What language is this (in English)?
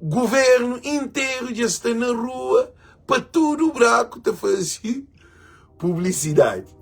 Kabuverdianu